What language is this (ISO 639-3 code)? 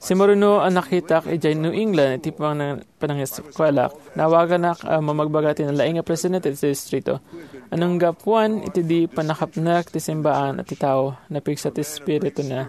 ilo